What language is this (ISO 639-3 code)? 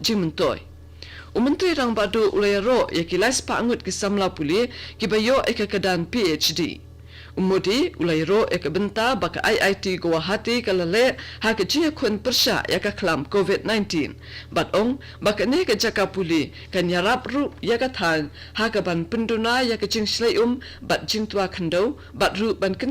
kha